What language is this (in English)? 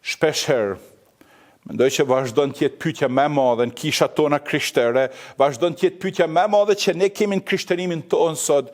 Albanian